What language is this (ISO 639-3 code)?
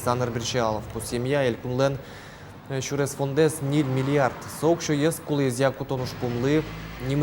udm